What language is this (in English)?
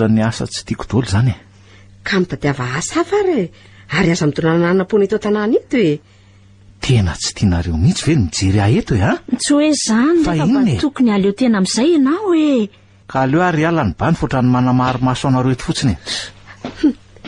Malagasy